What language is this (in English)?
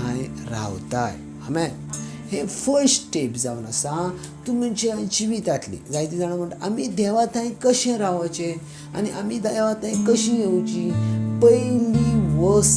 Konkani